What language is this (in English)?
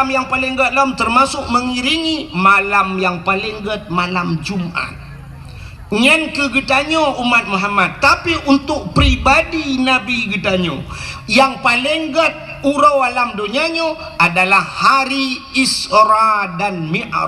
Achinese